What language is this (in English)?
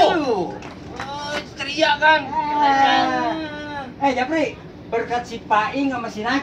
Betawi